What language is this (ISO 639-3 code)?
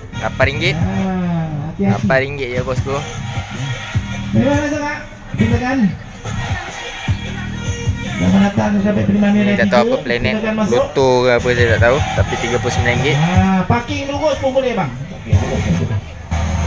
msa